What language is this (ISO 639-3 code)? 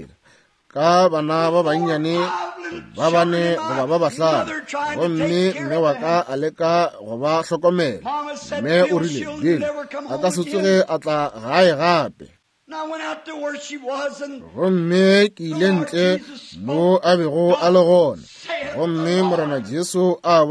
nso